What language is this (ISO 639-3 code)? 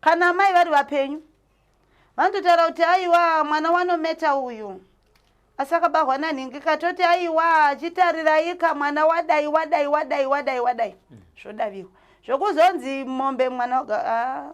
sna